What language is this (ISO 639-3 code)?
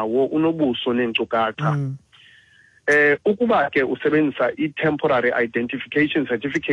xho